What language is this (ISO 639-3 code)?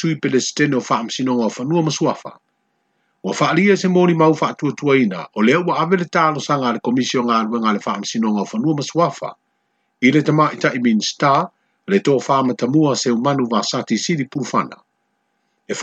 smo